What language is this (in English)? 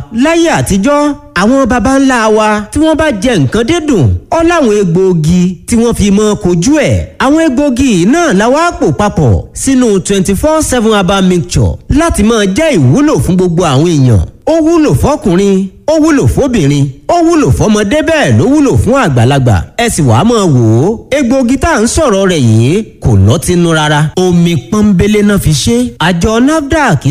Yoruba